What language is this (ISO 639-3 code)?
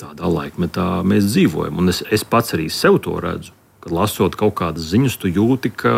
lav